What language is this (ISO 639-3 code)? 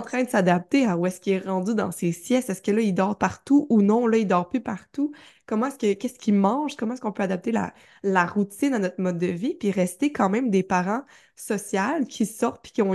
fra